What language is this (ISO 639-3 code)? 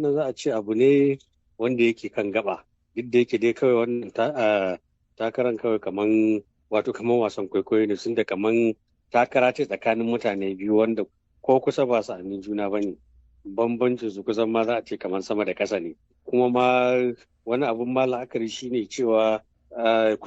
hau